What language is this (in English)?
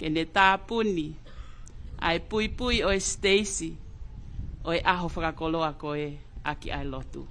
Tongan